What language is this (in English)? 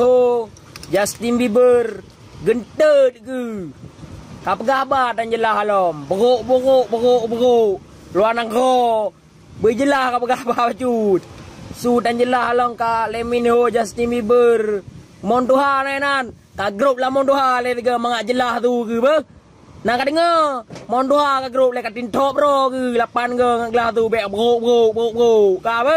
Achinese